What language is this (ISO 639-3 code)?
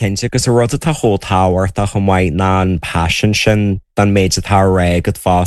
gle